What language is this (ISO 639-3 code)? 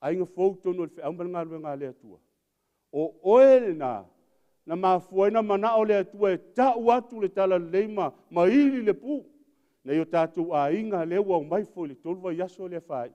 smo